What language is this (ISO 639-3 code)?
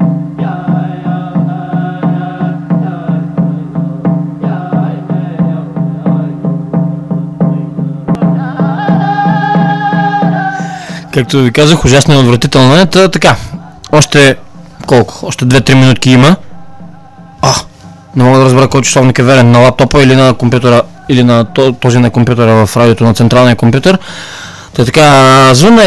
bul